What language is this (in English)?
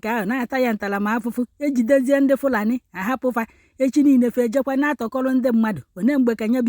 Igbo